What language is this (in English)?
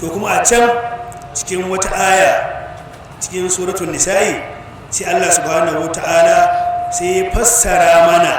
Hausa